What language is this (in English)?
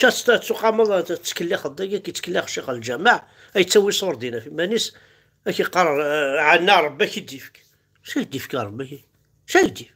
Kabyle